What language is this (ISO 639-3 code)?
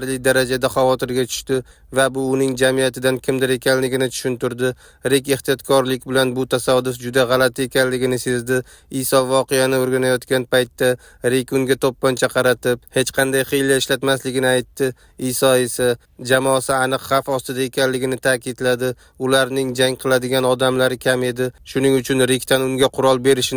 uzb